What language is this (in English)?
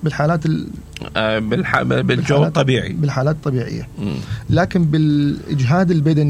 Mesopotamian Arabic